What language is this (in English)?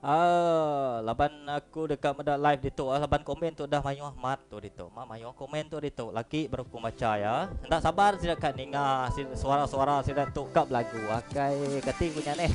Iban